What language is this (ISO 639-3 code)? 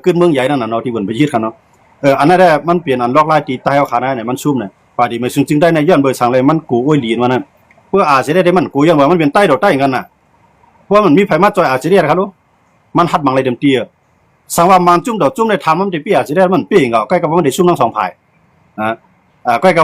shn